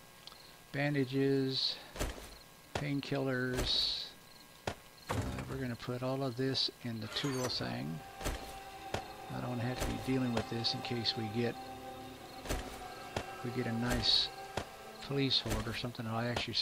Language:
English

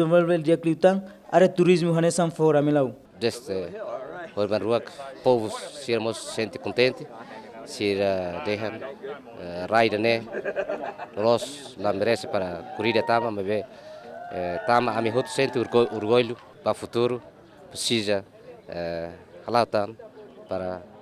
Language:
Tetum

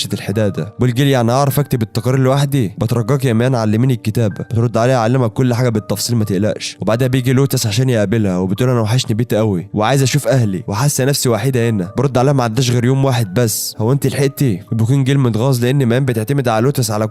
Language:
Egyptian Arabic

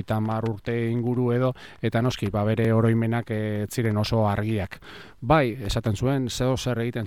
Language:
Basque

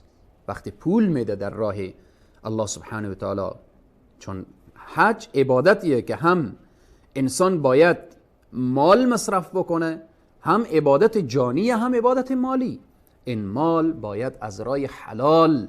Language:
Persian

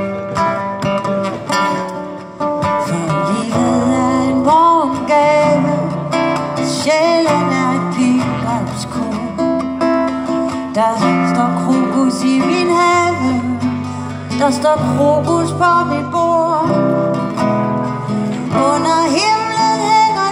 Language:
Danish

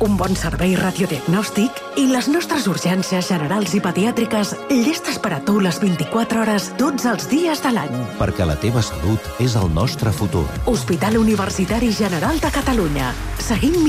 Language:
Catalan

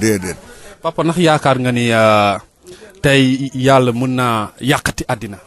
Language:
Wolof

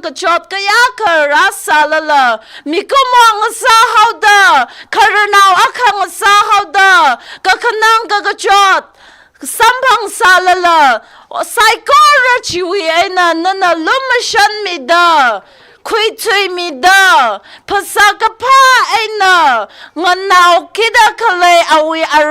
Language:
Tangkhul Naga (India)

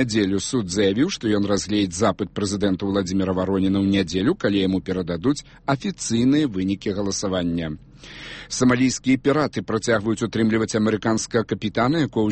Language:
Belarusian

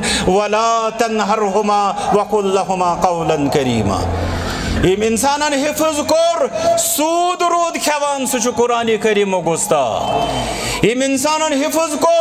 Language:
Kashmiri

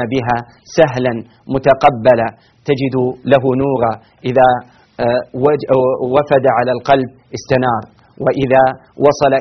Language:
Arabic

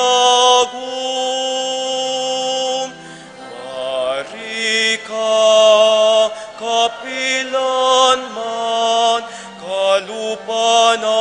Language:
Pampanga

